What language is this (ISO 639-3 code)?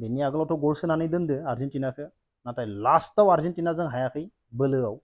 brx